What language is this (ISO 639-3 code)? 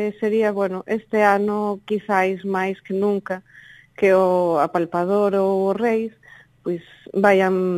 glg